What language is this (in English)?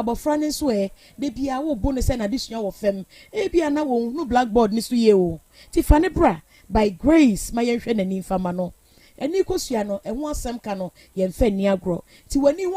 Akan